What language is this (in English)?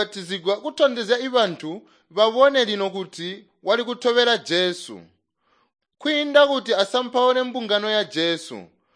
Tonga (Zambia)